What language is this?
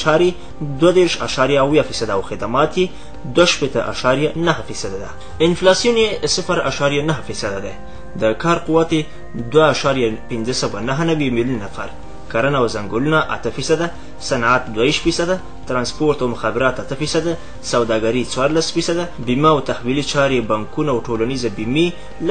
Pashto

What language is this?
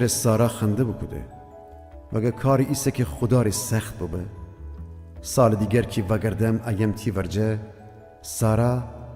Gilaki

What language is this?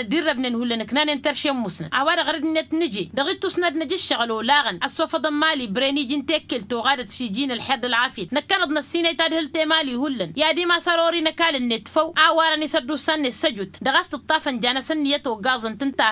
Tamasheq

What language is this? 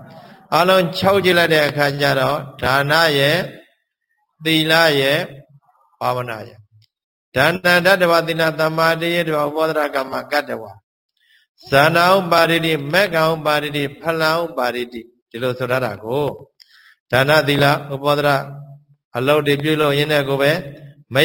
Burmese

